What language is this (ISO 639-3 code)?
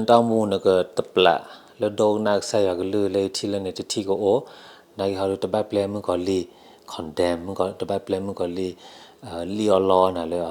ksw